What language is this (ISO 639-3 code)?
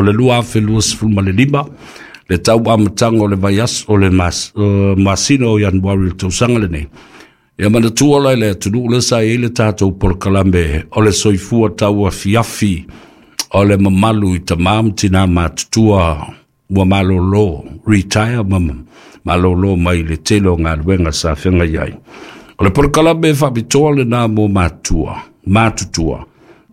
smo